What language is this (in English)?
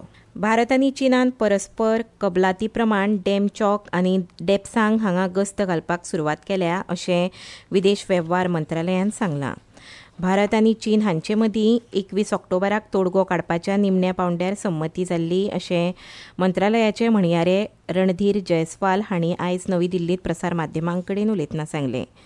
Konkani